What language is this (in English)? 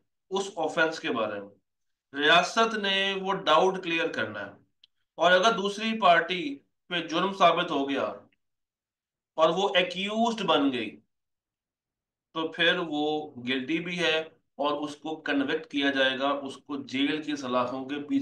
Hindi